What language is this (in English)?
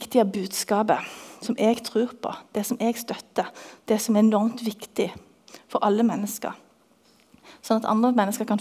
Norwegian